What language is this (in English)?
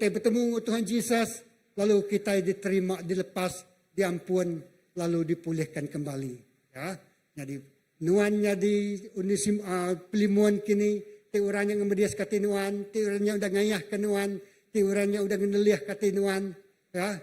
Iban